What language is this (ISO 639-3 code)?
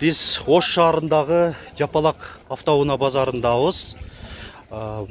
kir